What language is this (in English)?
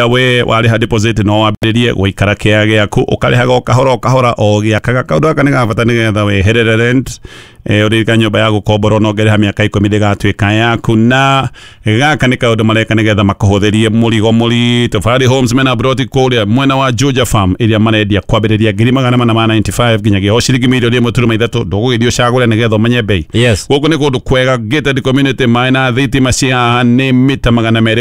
Kikuyu